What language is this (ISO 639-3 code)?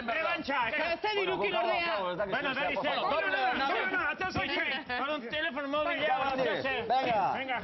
eus